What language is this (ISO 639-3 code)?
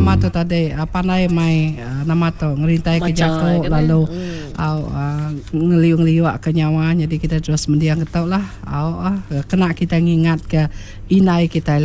iba